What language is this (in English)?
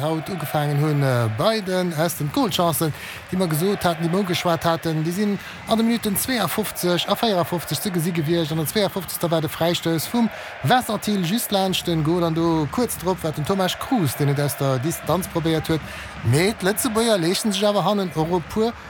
Luxembourgish